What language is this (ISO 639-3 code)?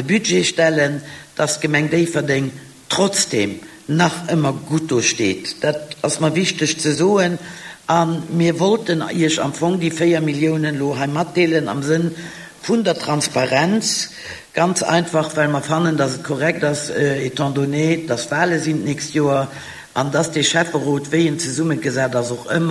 ltz